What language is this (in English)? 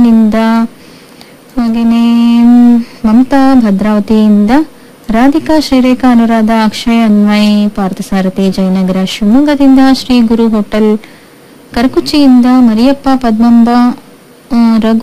Kannada